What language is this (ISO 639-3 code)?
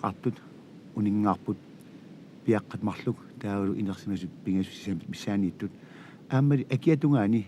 kal